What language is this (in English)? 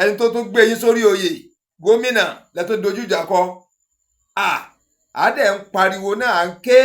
Yoruba